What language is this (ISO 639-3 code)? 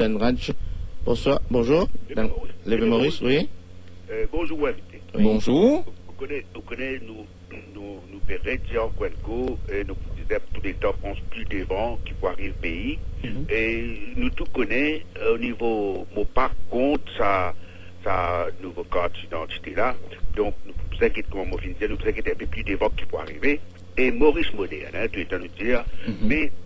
mfe